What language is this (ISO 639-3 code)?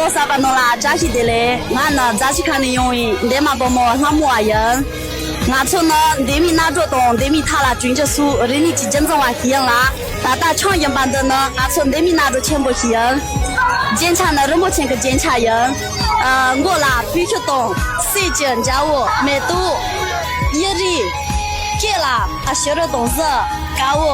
bod